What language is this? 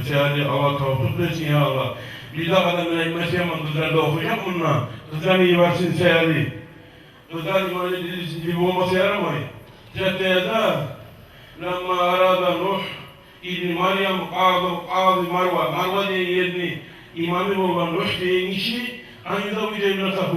Kumyk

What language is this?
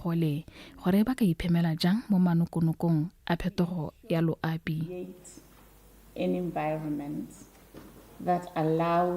Tswana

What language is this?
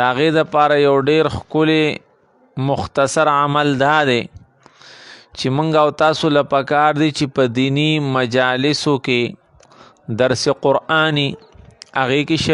Pashto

